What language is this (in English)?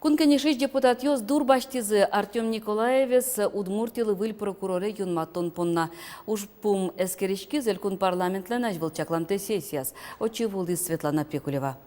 Udmurt